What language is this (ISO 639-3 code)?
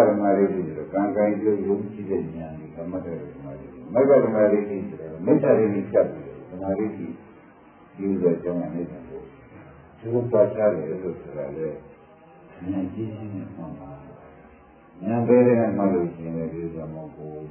mya